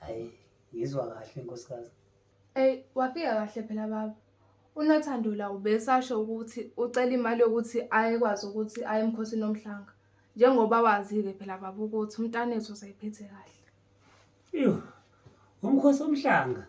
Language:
Zulu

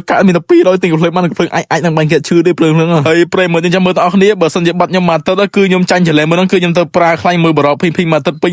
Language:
Khmer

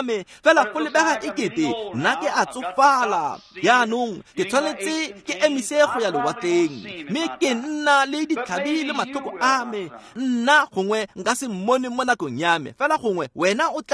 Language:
Tswana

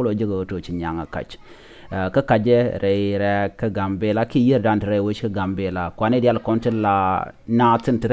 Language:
Nuer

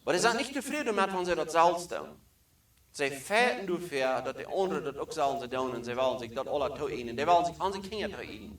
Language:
Plautdietsch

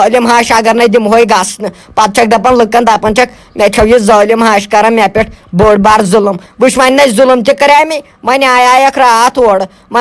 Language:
Kashmiri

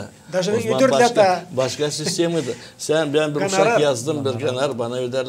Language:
Gagauz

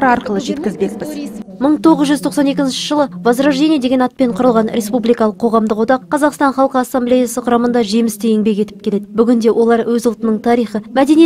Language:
Kazakh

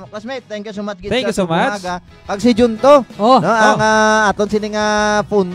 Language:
Hiligaynon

